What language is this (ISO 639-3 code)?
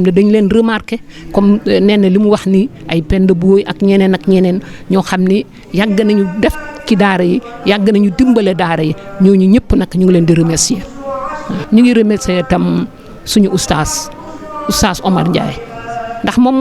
wol